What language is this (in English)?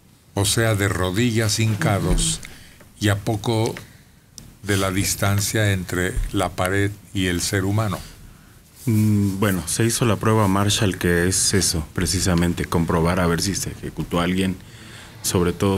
Spanish